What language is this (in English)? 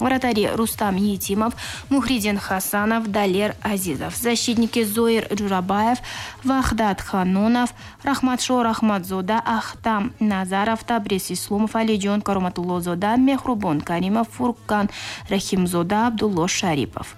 Tajik